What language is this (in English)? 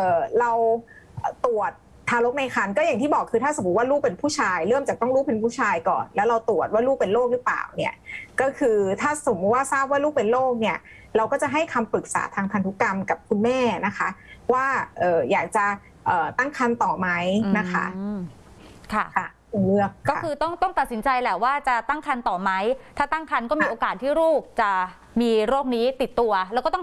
Thai